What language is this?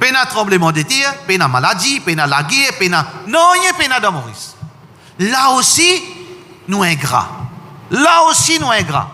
Morisyen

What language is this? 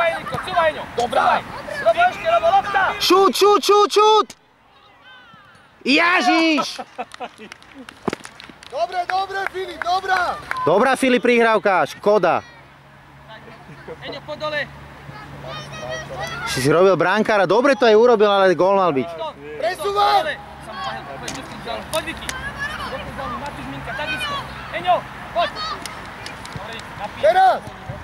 Slovak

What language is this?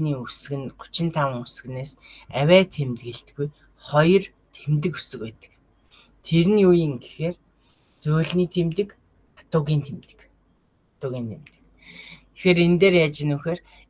Mongolian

